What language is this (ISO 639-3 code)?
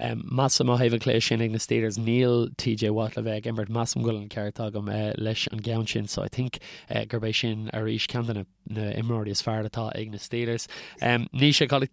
gle